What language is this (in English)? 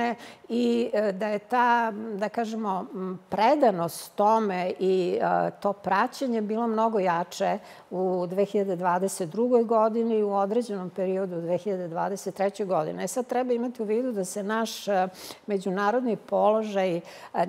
Serbian